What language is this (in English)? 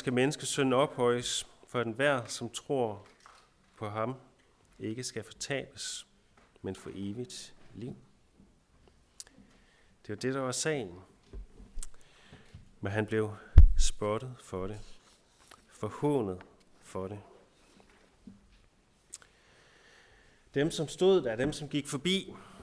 Danish